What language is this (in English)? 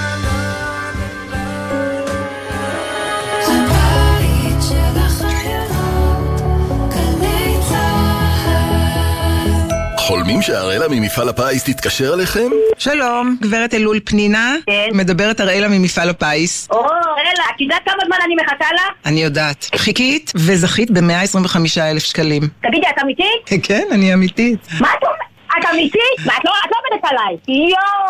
Hebrew